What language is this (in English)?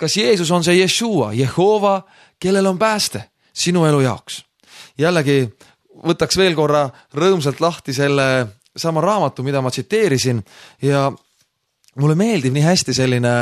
Estonian